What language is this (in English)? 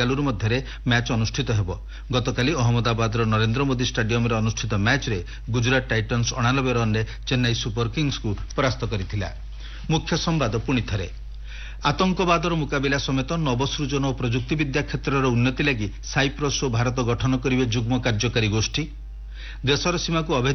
Odia